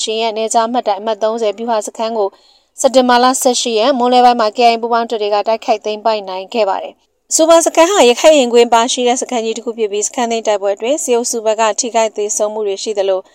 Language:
Burmese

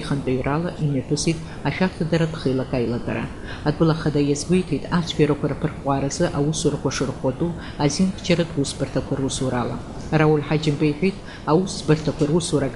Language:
Abkhazian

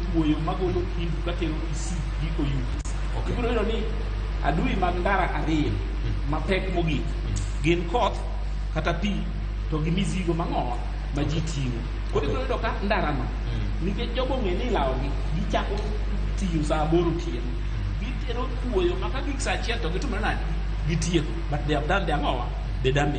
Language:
Luo (Kenya and Tanzania)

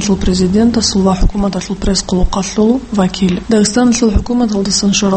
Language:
Avaric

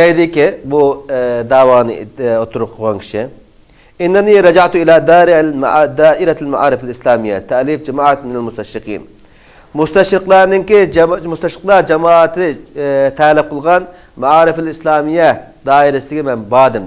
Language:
Uyghur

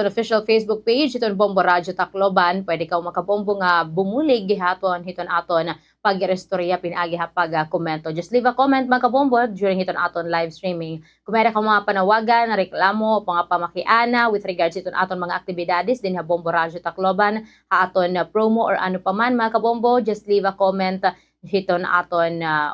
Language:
Waray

